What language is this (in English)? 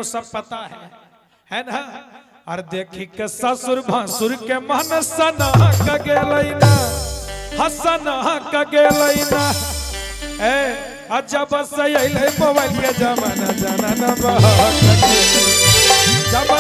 Magahi